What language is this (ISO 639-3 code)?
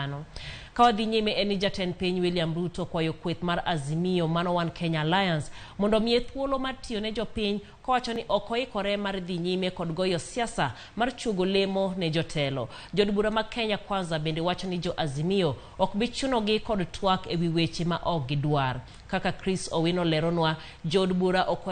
luo